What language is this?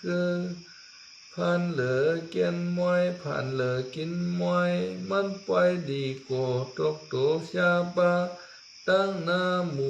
Shan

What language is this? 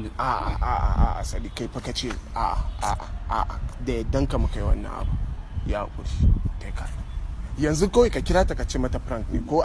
Hausa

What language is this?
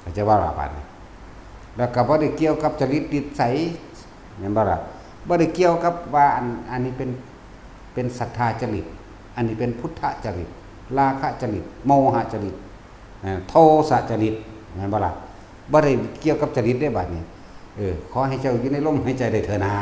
Lao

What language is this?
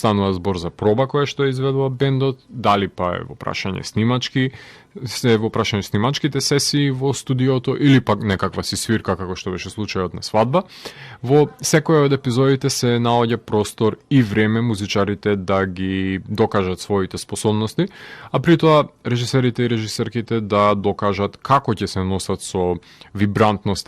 Macedonian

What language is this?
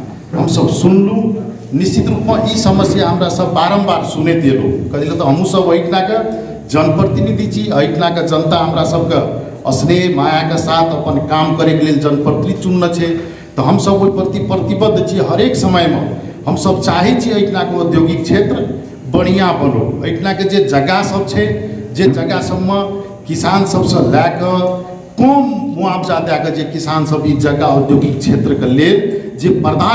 Maithili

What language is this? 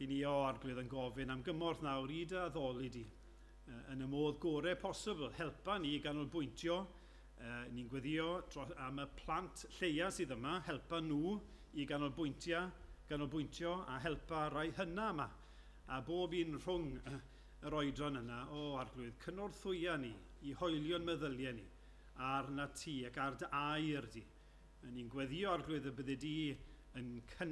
Welsh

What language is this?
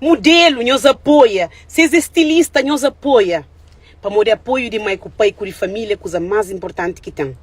Kabuverdianu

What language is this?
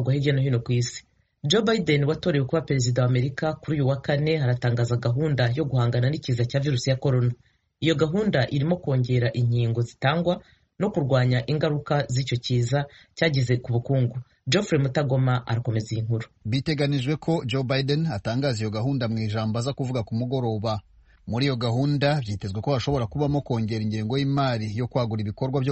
Kinyarwanda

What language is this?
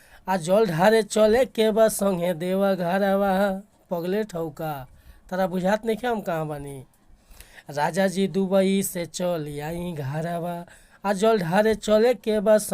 Bhojpuri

